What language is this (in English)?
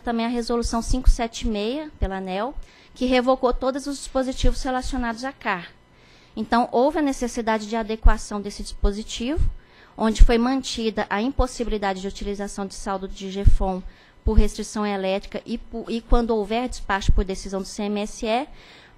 Portuguese